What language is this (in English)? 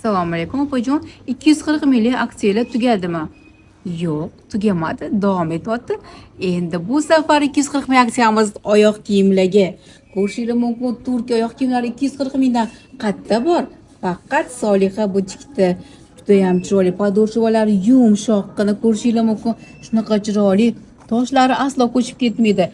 Uzbek